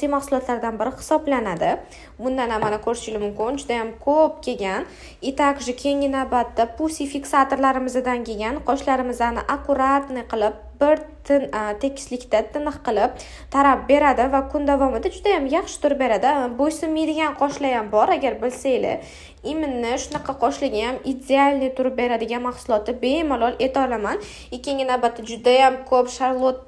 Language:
Uzbek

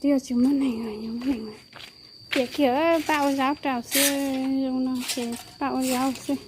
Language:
Hmong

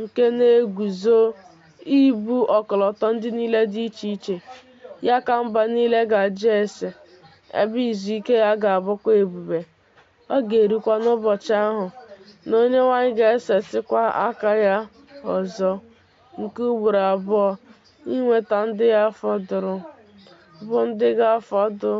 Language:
Igbo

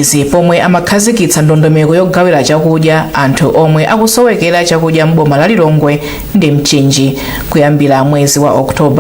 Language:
Nyanja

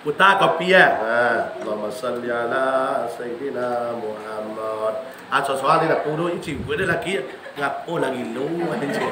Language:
Minangkabau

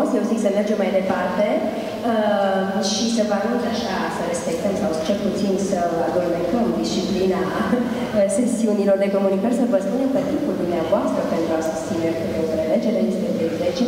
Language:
Romanian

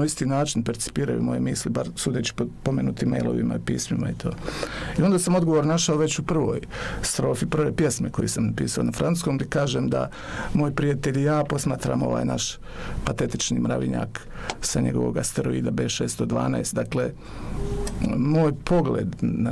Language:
Bosnian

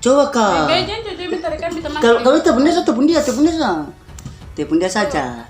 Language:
Ambonese Malay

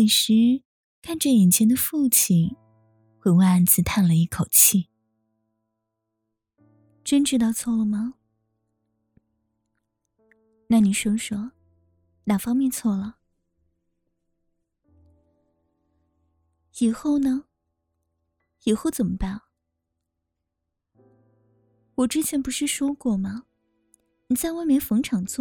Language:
Chinese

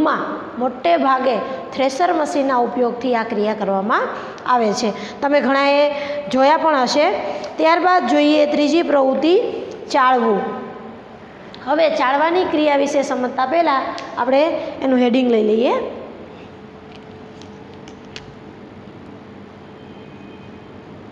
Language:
Gujarati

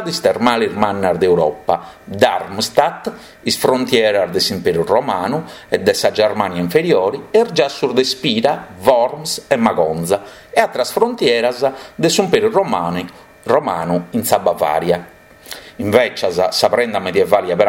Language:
Sardinian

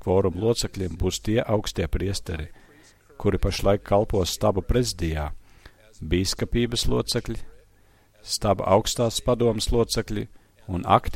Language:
Latvian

